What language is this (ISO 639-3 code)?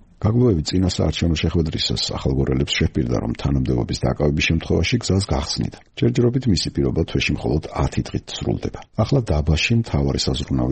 kat